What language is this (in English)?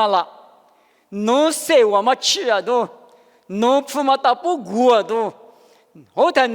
Lisu